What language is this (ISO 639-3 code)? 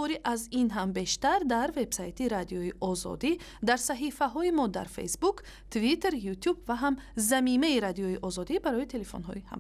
tgk